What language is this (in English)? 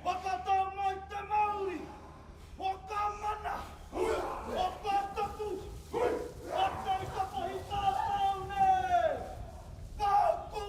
Māori